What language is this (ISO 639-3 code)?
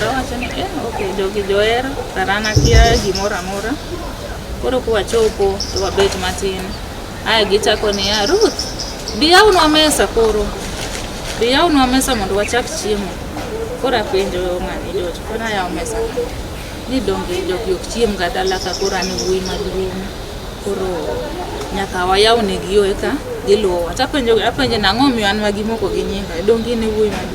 luo